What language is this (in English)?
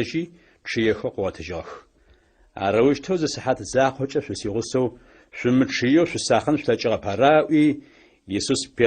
Adyghe